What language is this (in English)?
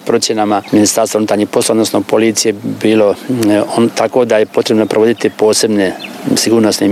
Croatian